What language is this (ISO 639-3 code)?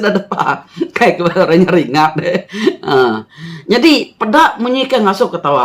iba